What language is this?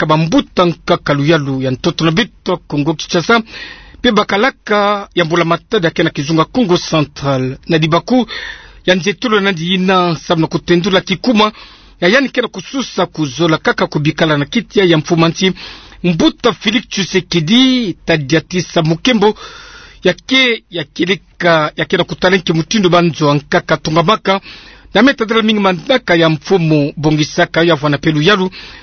Kituba (Democratic Republic of Congo)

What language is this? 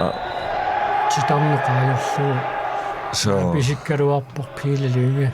Kalaallisut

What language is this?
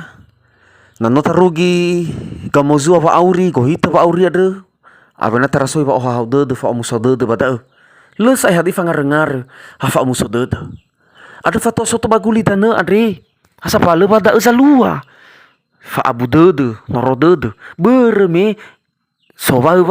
Nias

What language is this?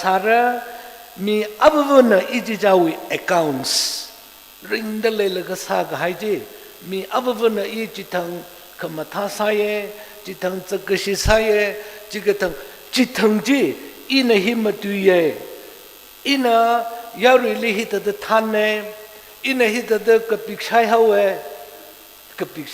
Tangkhul Naga (India)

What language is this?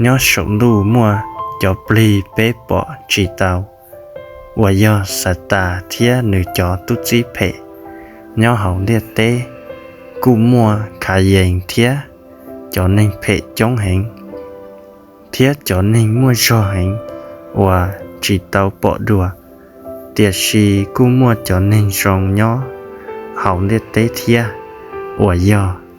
Hmong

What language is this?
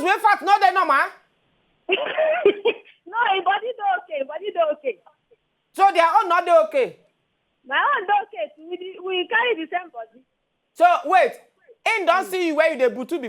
Nigerian Pidgin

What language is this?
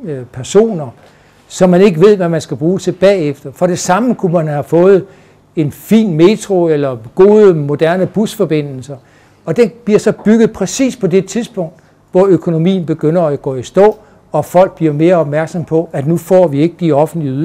Danish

